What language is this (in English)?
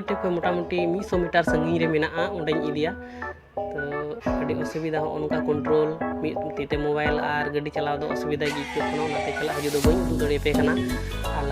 Santali